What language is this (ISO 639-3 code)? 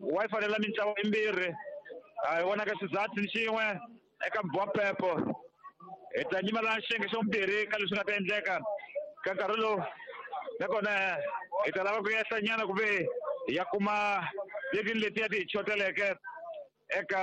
tso